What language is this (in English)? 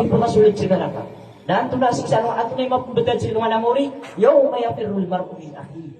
Maranao